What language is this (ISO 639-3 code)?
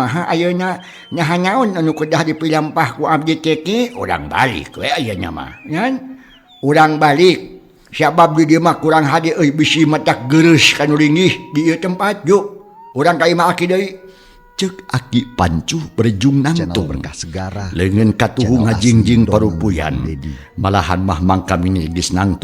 sun